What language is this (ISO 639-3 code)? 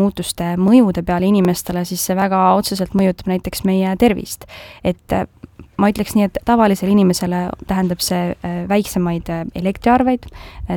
est